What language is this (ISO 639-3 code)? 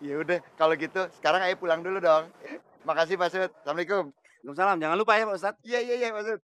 bew